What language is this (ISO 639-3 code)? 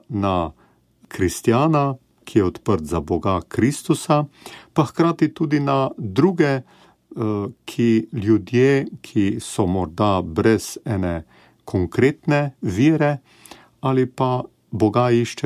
slv